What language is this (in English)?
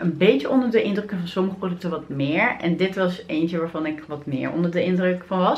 Dutch